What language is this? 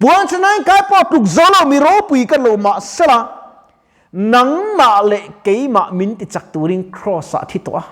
Mizo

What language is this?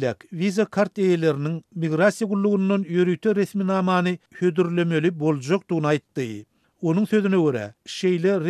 Turkmen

